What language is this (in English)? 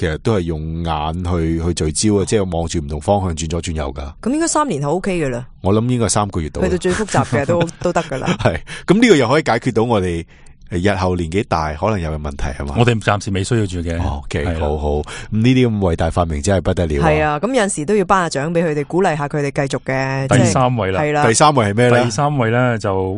Cantonese